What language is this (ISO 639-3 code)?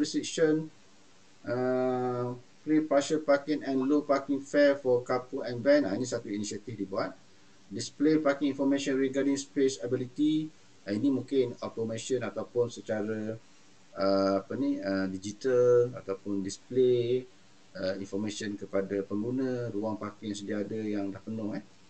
msa